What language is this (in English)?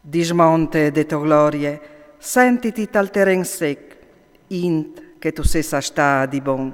Friulian